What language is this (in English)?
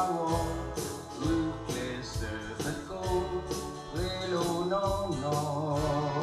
S'gaw Karen